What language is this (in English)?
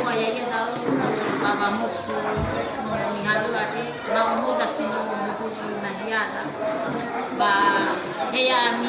Nias